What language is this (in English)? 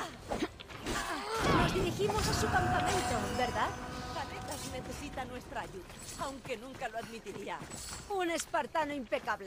Spanish